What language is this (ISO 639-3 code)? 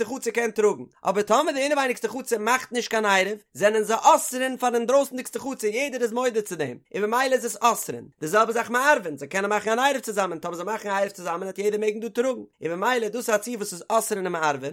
yid